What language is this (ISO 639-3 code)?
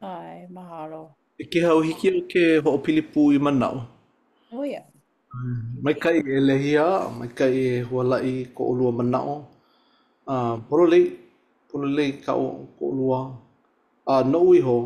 haw